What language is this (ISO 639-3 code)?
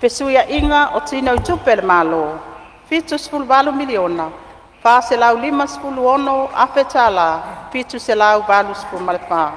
smo